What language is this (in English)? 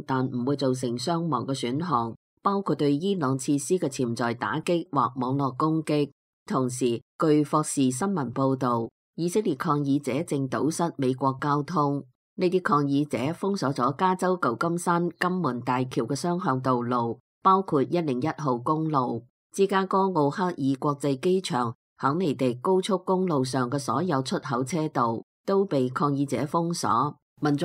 Cantonese